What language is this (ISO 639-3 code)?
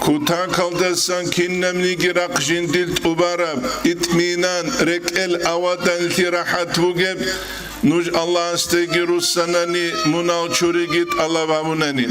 ava